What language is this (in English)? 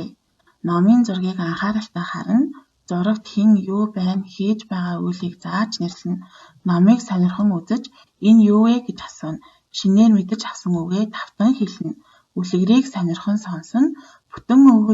Mongolian